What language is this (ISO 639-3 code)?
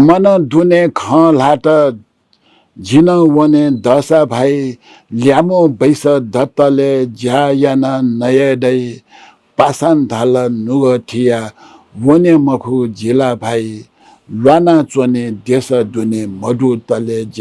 new